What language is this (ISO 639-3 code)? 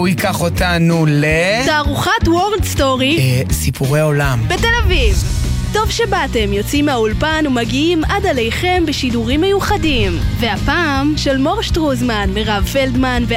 heb